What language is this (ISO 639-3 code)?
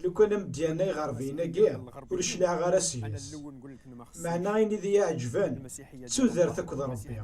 kab